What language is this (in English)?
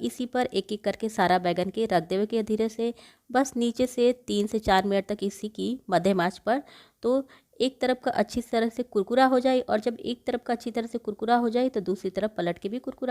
Bhojpuri